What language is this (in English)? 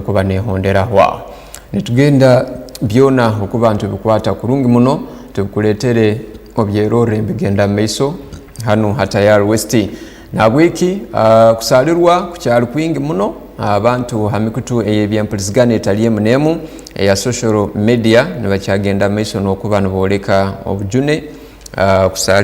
Tooro